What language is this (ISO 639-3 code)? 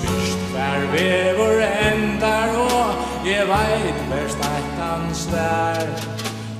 fao